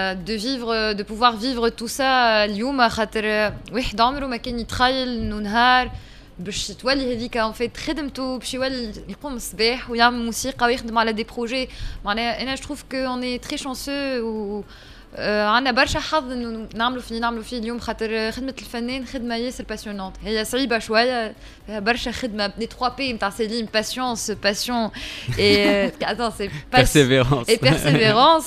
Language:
Tunisian Arabic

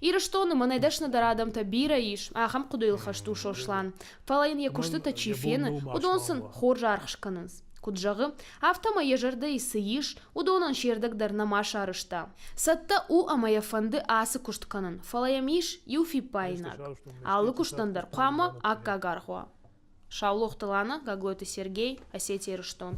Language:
Ossetic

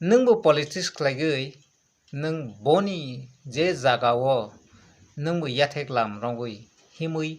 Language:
Kok Borok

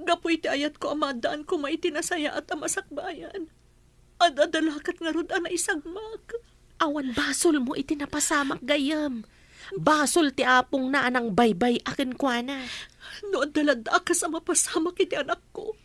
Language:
Iloko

